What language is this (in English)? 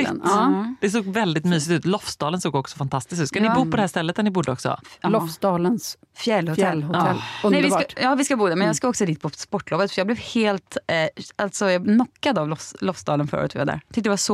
Swedish